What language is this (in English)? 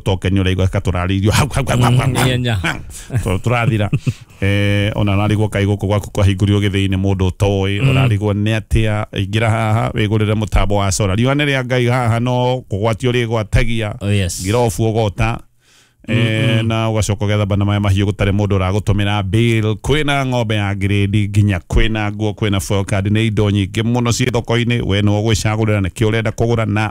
Kikuyu